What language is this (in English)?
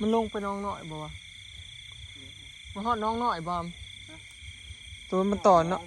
Northeastern Thai